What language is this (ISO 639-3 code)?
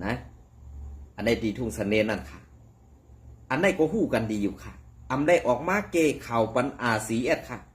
shn